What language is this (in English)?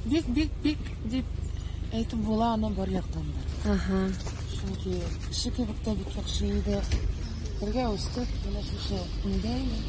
Tatar